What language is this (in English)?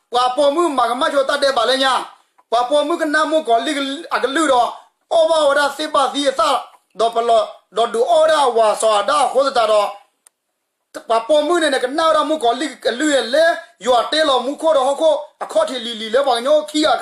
S'gaw Karen